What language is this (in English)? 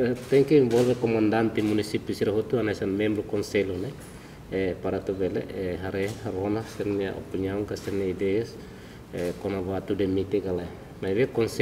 Tetum